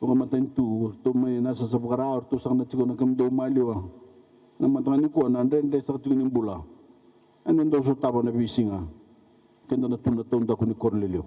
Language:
Fijian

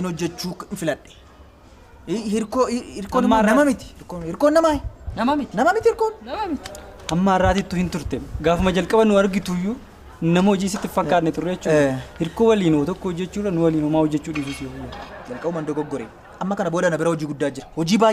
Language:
Oromo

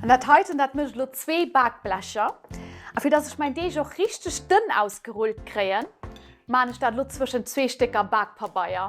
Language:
Luxembourgish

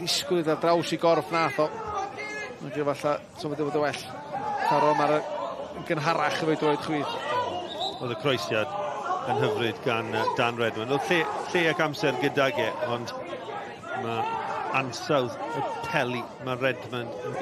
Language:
Welsh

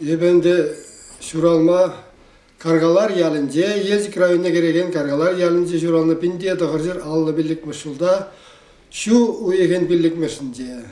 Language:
Chuvash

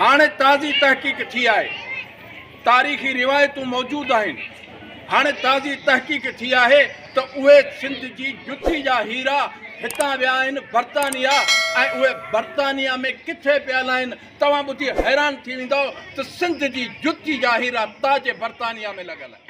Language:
Sindhi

